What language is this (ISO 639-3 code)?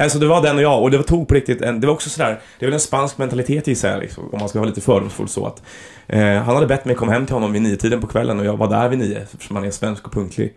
swe